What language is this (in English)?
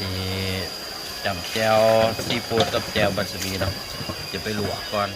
Lao